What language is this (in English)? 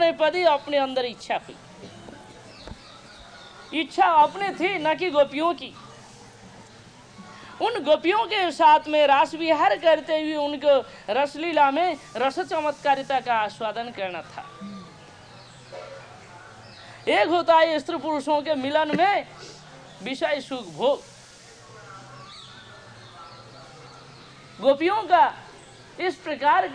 Hindi